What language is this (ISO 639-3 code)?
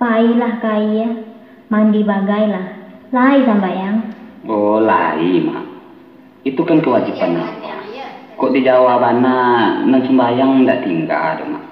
min